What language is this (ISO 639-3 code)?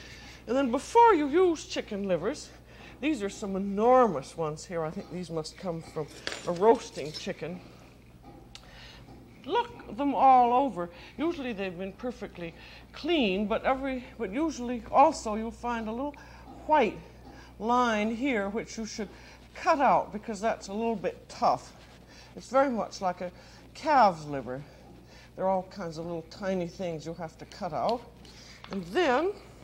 eng